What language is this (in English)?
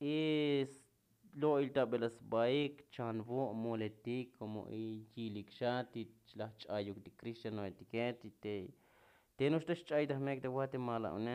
Tzotzil